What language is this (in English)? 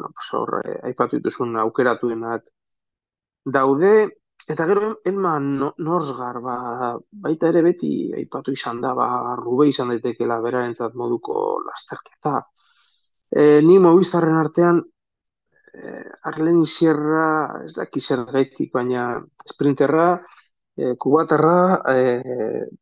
Basque